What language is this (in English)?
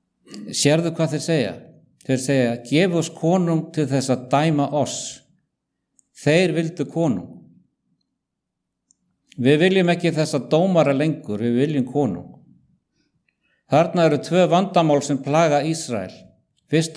Icelandic